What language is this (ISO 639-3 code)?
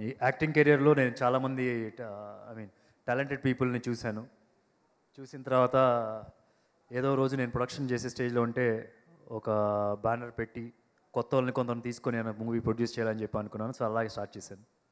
tel